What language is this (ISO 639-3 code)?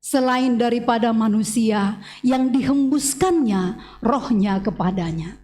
bts